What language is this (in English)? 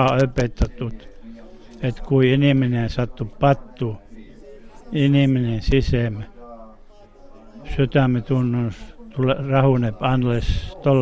Finnish